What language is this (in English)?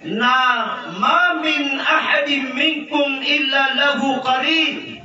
Maranao